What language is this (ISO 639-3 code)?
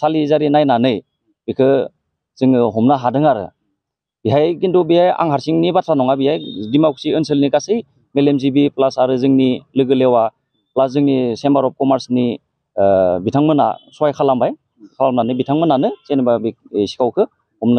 brx